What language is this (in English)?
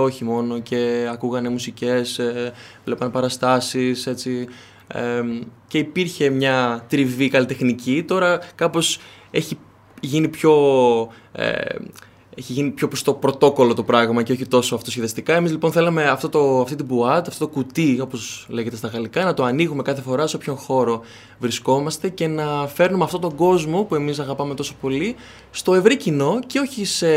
Greek